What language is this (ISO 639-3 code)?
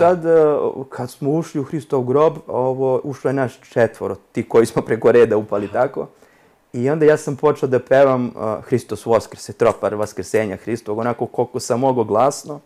srp